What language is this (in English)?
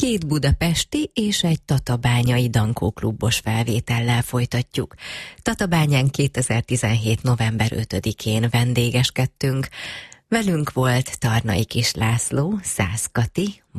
Hungarian